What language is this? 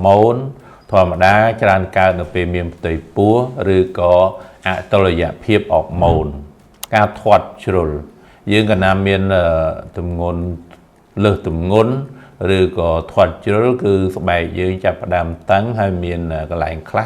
Khmer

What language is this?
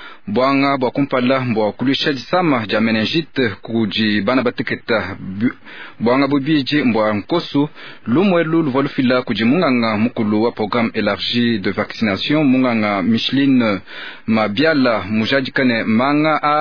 Luba-Lulua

